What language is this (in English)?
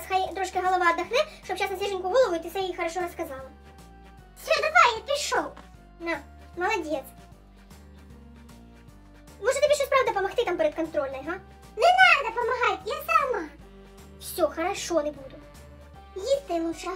Ukrainian